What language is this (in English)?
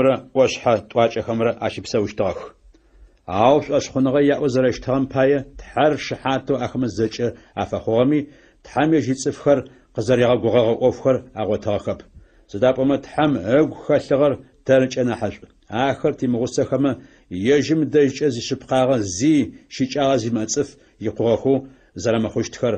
Adyghe